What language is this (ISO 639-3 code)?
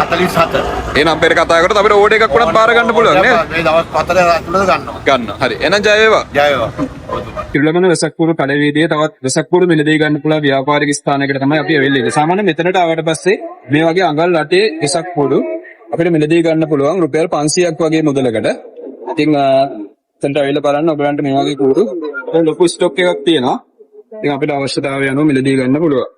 sin